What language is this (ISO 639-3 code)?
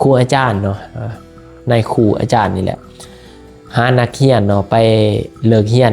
lao